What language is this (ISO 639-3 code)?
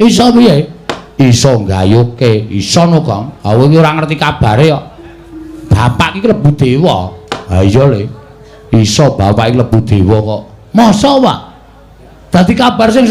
jav